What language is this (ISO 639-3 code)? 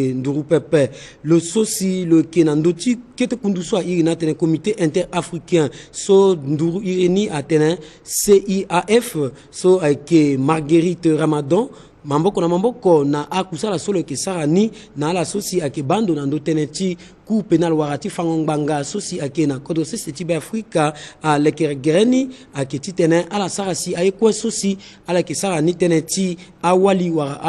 sag